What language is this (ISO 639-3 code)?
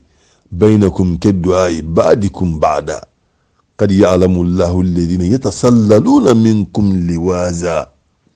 bam